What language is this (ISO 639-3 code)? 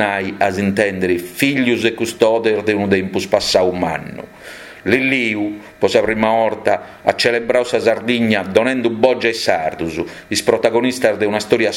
srd